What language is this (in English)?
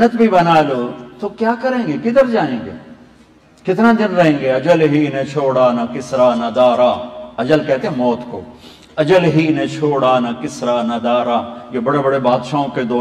Urdu